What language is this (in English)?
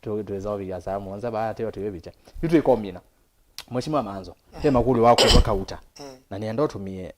Kamba